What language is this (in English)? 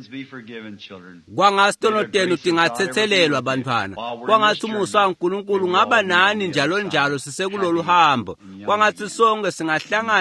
Swati